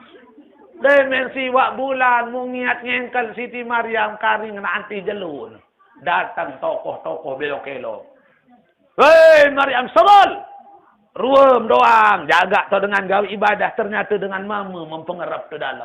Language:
Sasak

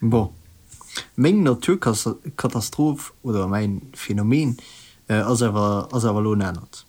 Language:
Luxembourgish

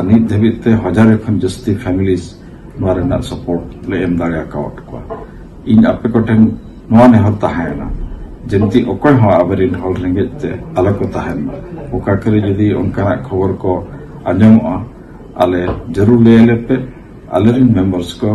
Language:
Santali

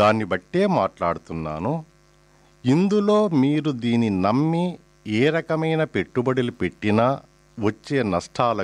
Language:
Telugu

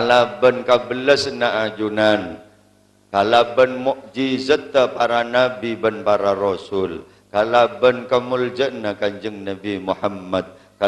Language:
Madurese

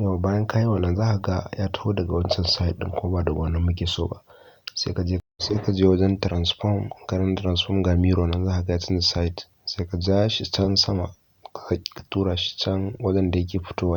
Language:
Hausa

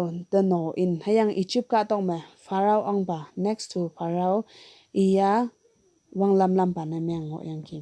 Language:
Konyak Naga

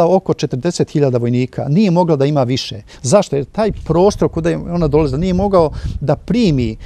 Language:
Serbian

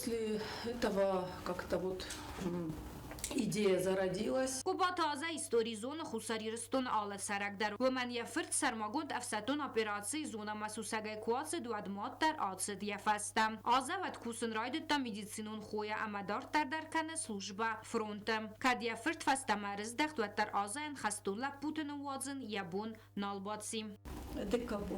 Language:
Ossetic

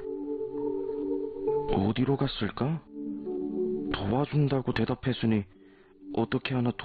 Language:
Korean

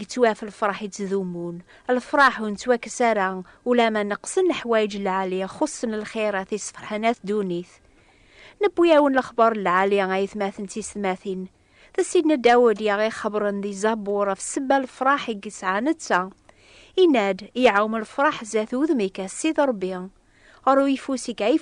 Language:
Kabyle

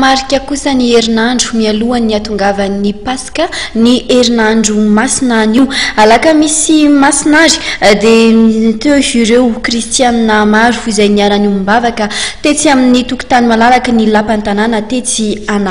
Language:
Malagasy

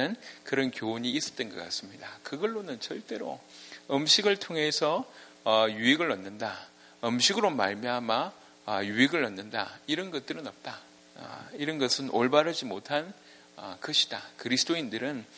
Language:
Korean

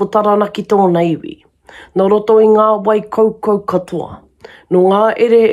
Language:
Māori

